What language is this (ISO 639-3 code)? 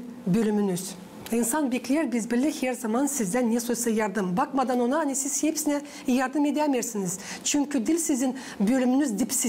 gag